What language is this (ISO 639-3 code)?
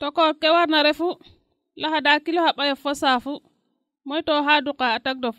srr